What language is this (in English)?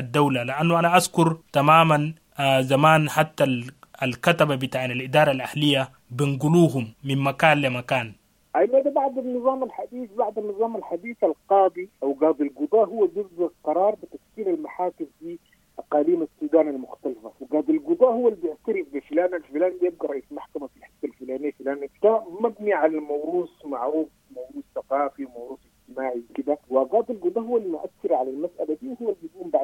Sudanese Arabic